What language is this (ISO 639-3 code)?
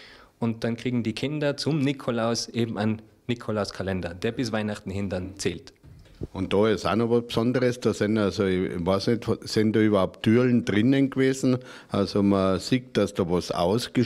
bar